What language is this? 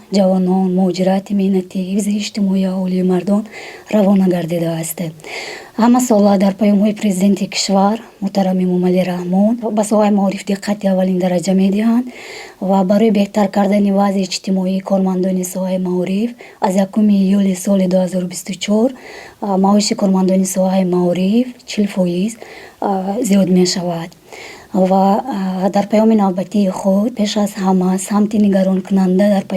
Tajik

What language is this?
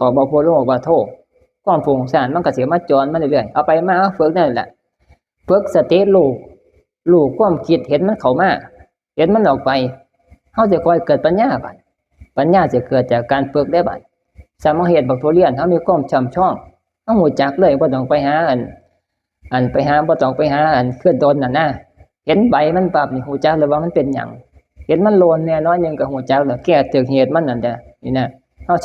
Northeastern Thai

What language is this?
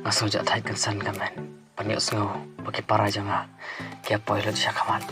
Khasi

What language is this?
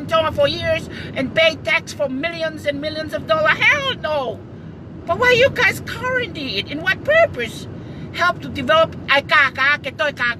Tongan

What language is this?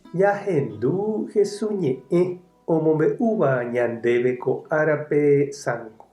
Guarani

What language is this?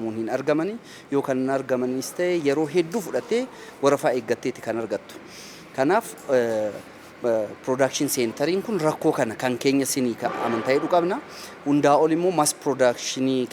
Oromo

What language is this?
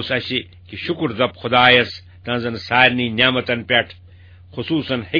Kashmiri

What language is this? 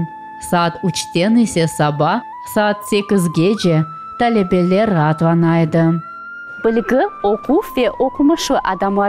Crimean Tatar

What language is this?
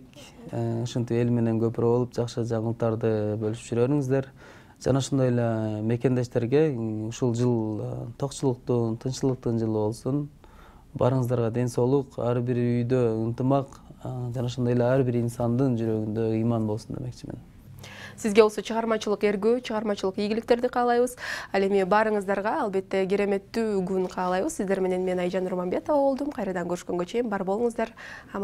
Kyrgyz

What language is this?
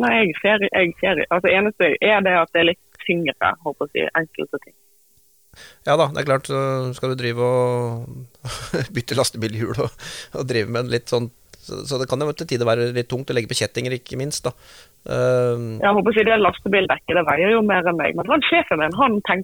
Norwegian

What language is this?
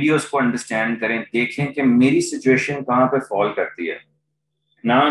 Urdu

